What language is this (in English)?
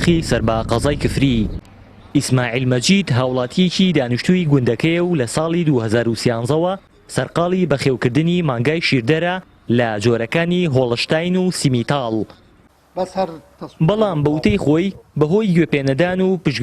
Central Kurdish